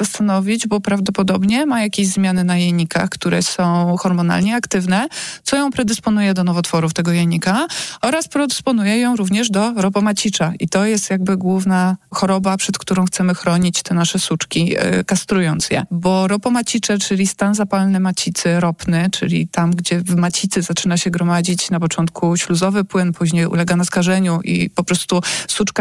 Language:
Polish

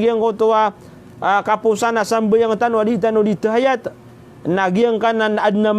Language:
Maranao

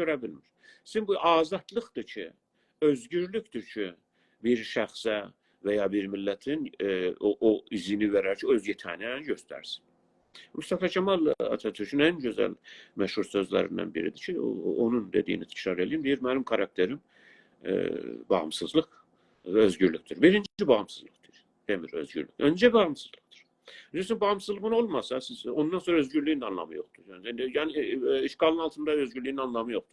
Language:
South Azerbaijani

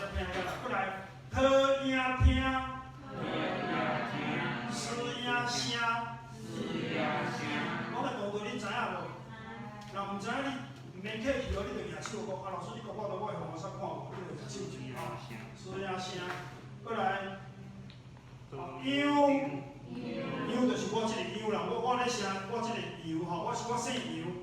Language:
Min Nan Chinese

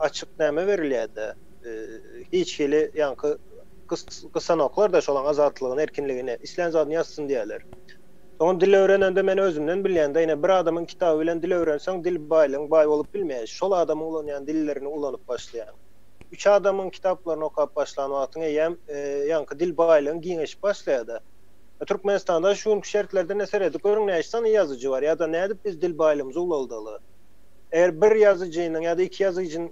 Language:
Turkmen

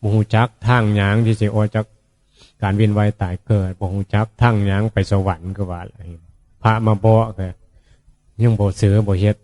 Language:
Northeastern Thai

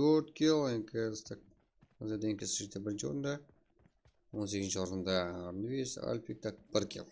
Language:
Kara-Kalpak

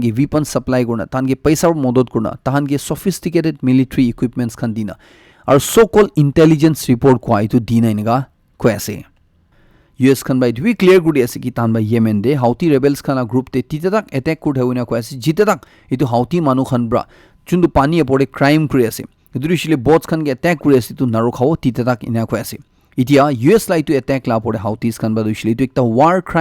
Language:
Naga Pidgin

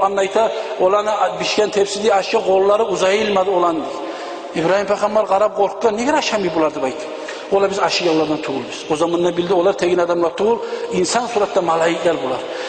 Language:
Kumyk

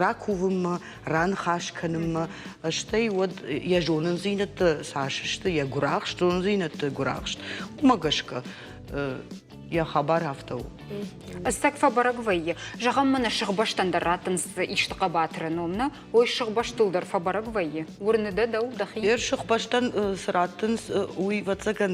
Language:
Ossetic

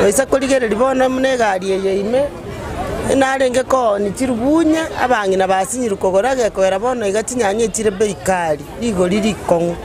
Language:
Gusii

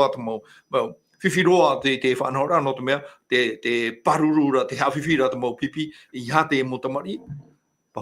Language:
Tahitian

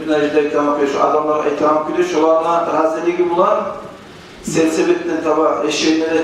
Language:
Kumyk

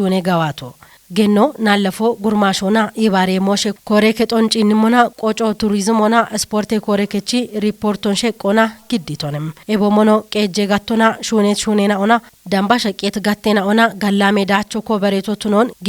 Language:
Kafa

